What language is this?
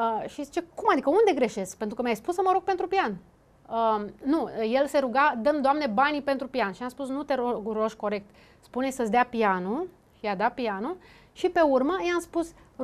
Romanian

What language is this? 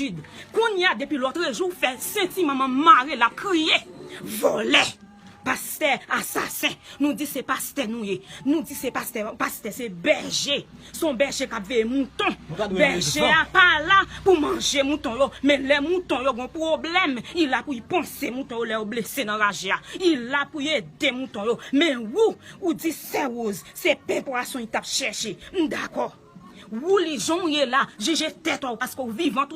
Haitian Creole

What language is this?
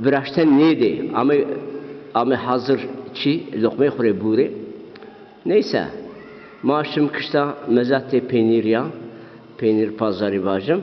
Zaza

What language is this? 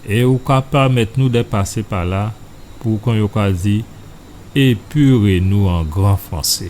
Guadeloupean Creole French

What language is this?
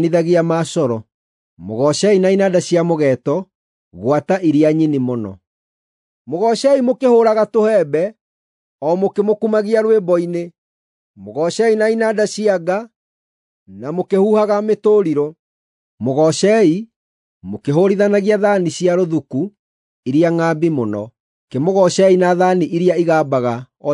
Kikuyu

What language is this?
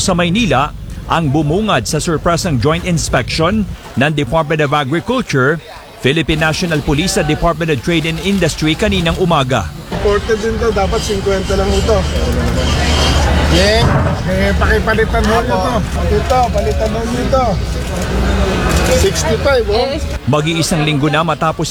Filipino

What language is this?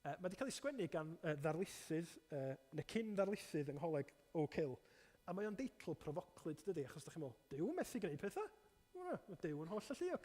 Welsh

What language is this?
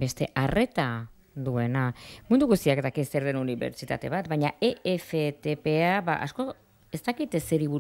Basque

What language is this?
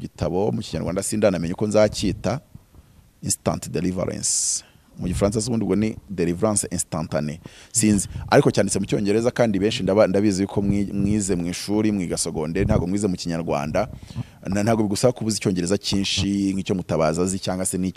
Kinyarwanda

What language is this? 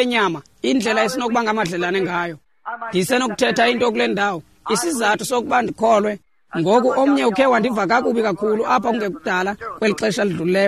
Xhosa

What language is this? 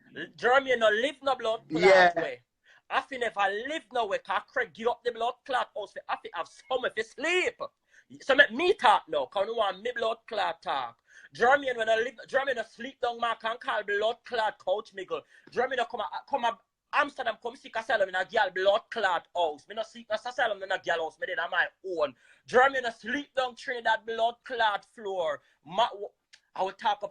Jamaican Creole English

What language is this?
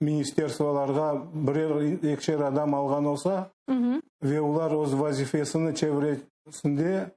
Crimean Tatar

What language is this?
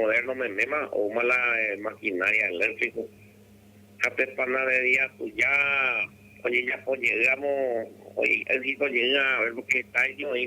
Guarani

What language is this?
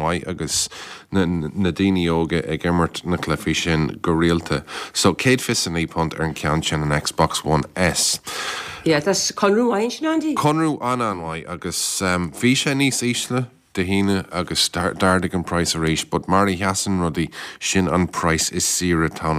Irish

